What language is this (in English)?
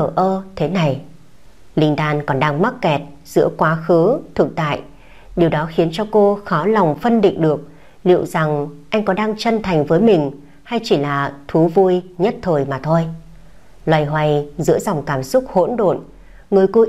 Vietnamese